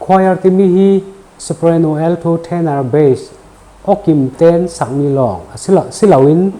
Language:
Falam Chin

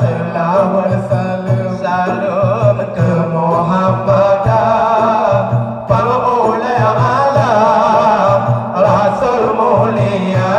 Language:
Achinese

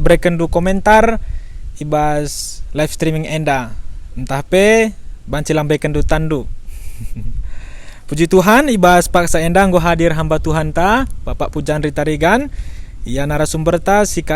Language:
Batak Karo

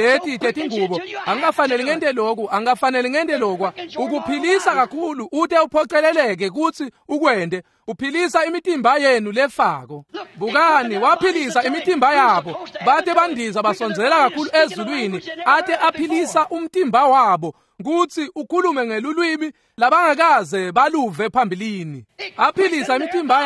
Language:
Swati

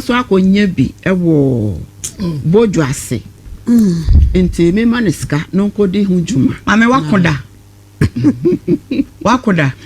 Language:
Akan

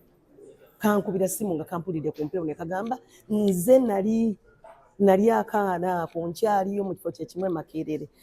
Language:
Ganda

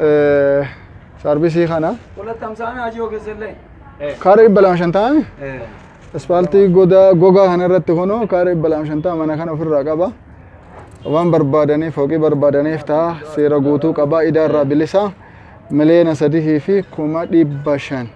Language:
Oromo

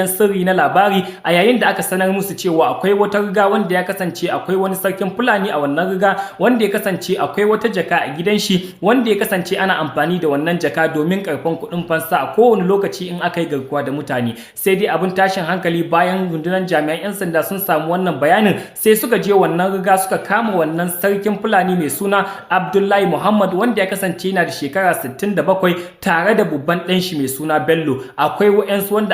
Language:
Hausa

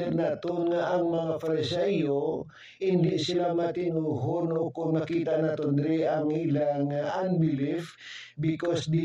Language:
Hiligaynon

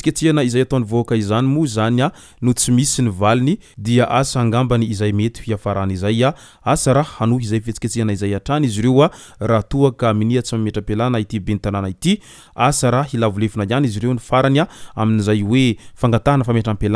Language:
Malagasy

